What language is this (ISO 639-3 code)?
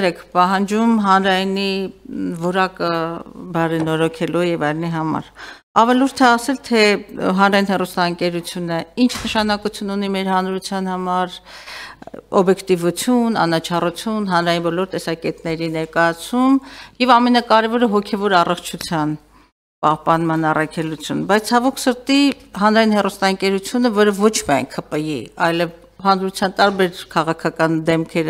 hye